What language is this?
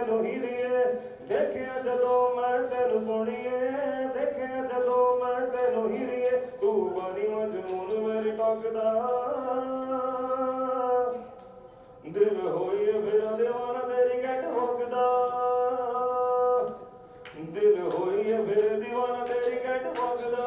Hindi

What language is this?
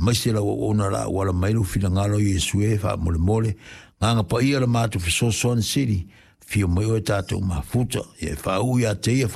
Samoan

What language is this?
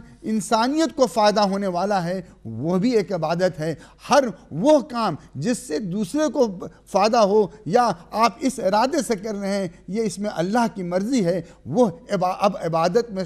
Urdu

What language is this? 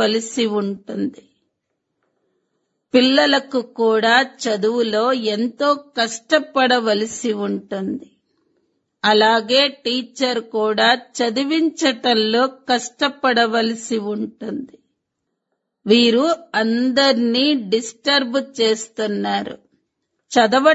Telugu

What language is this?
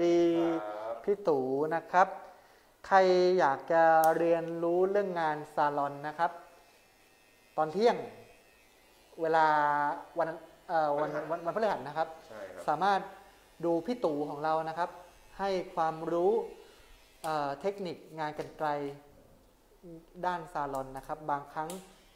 Thai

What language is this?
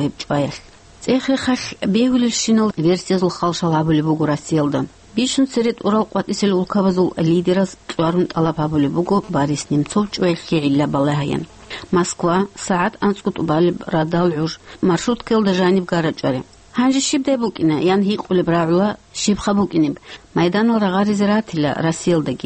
Avaric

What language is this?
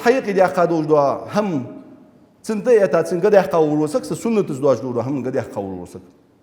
Ingush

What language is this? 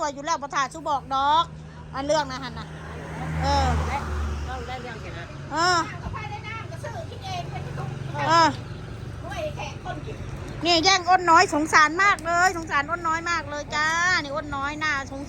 Northeastern Thai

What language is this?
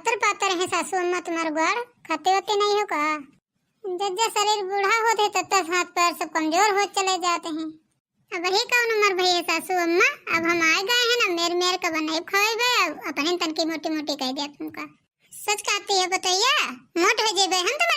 Awadhi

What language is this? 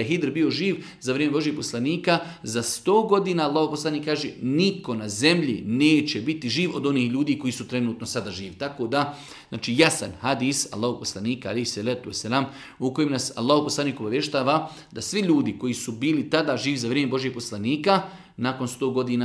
Bosnian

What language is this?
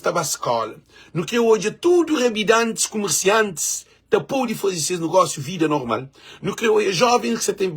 Kabuverdianu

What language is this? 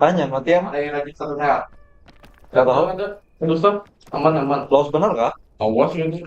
Banjar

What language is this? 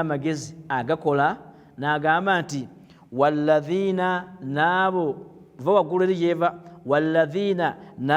Ganda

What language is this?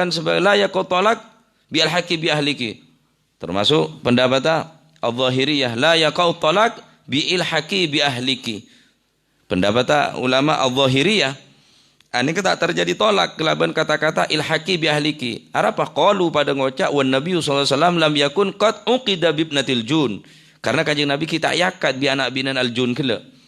Madurese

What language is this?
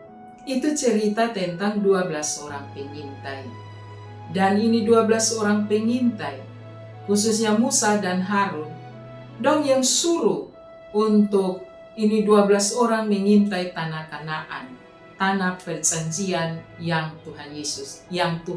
Kupang Malay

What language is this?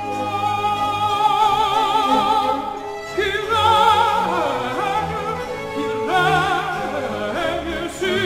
French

